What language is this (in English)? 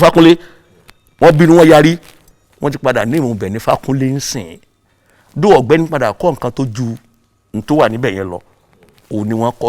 Yoruba